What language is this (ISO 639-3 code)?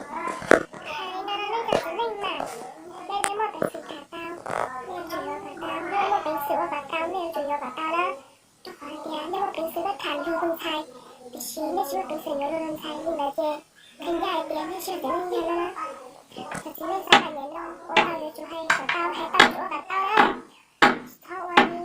hmn